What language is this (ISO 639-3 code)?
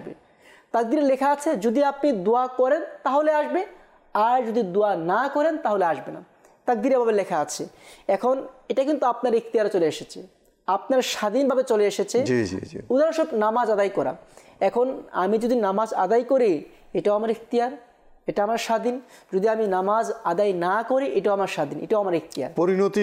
ben